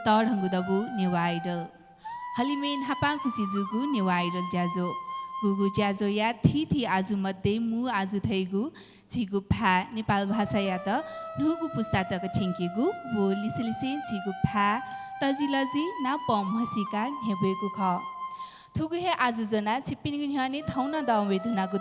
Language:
Newari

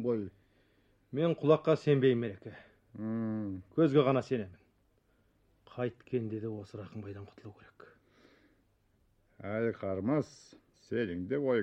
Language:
Kazakh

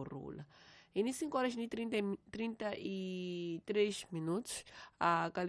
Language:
Tsonga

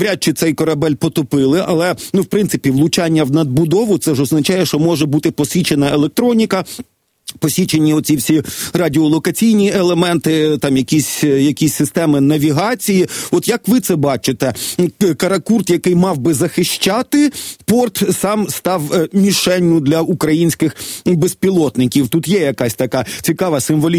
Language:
Ukrainian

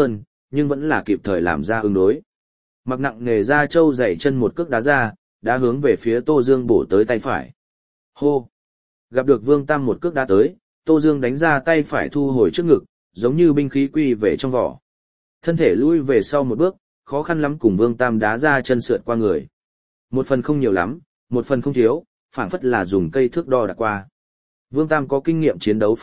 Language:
Vietnamese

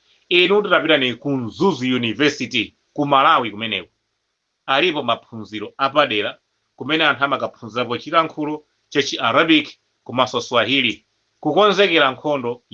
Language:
Nyanja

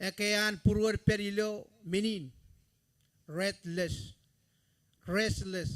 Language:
Marshallese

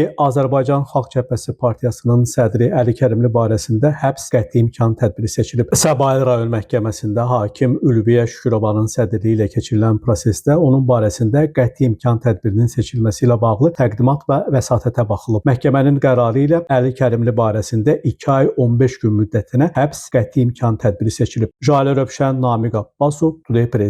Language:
Azerbaijani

